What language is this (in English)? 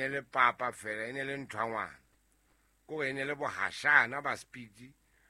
Southern Sotho